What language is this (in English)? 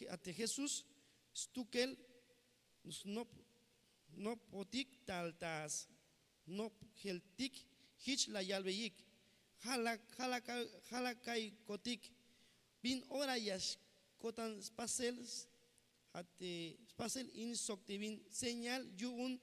Tzeltal